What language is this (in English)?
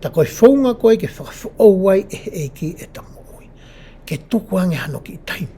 Tongan